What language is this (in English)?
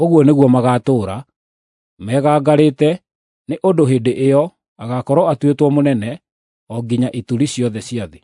Kikuyu